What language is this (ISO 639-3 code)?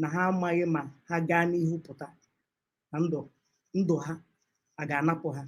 ibo